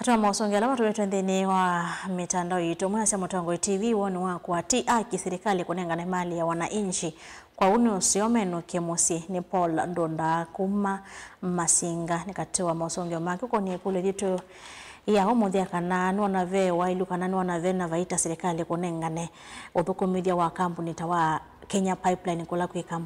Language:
Kamba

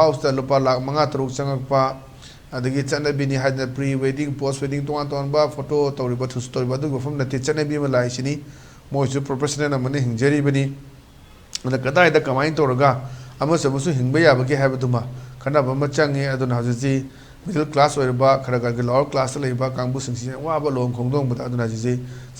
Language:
Manipuri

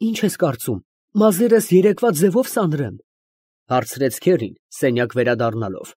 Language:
Armenian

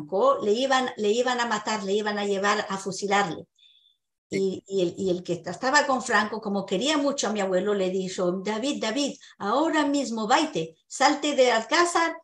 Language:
Ladino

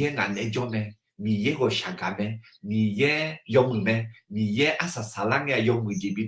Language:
Akha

